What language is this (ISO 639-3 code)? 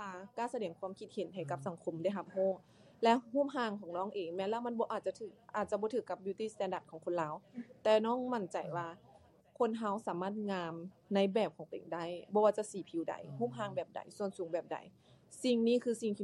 lao